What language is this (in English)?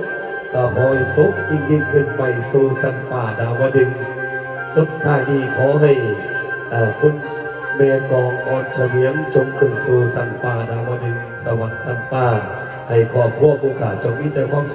Northeastern Thai